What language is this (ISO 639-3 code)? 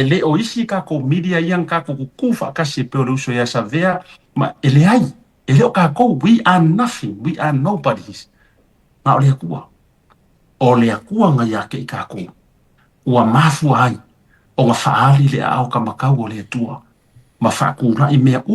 smo